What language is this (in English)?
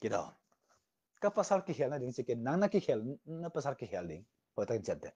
Tedim Chin